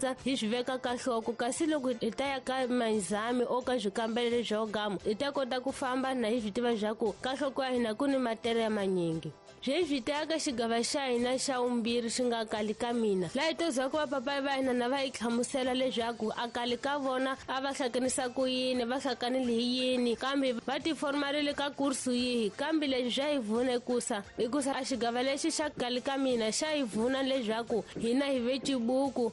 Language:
Tsonga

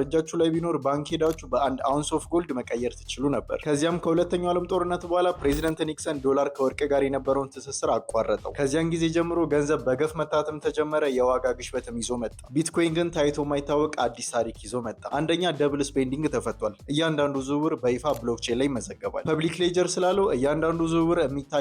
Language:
Amharic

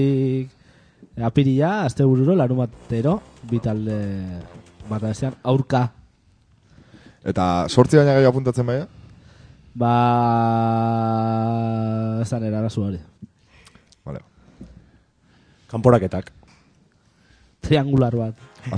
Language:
Basque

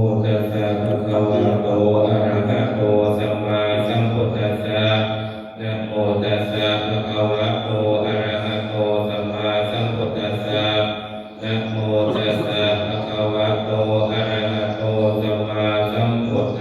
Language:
Pali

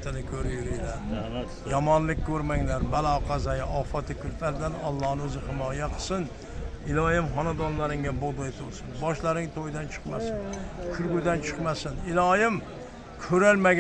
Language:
Uzbek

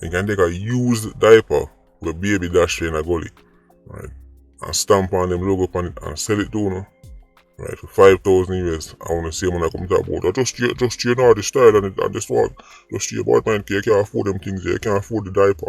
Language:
Jamaican Creole English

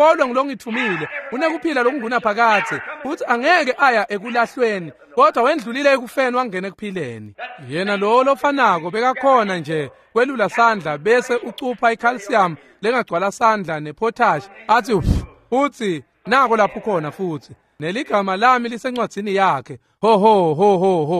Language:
Swati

